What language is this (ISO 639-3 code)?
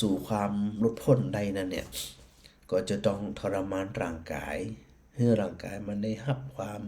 nod